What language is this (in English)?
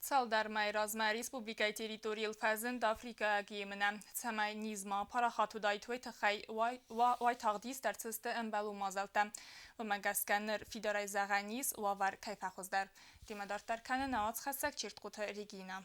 Ossetic